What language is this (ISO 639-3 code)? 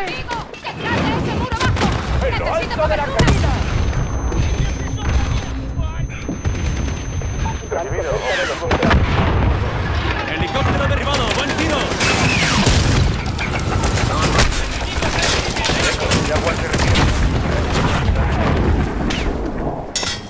spa